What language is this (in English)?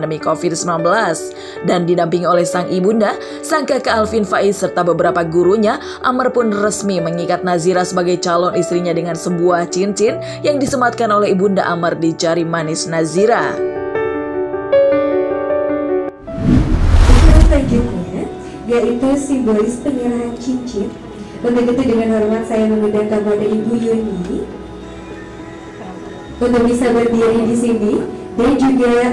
Indonesian